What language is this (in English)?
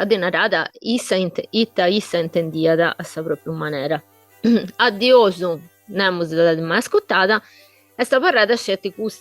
Sardinian